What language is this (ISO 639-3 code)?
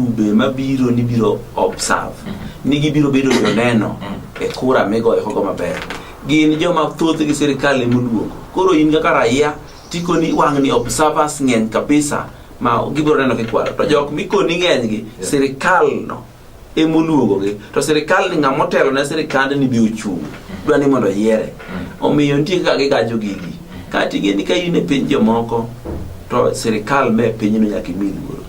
luo